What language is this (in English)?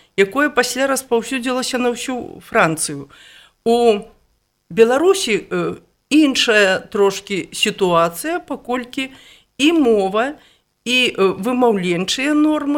Belarusian